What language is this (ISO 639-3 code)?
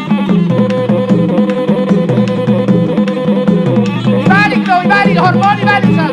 bbc